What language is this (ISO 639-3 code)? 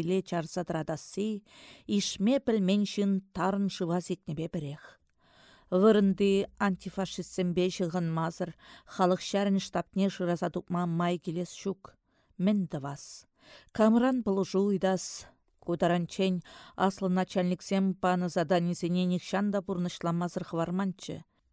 chv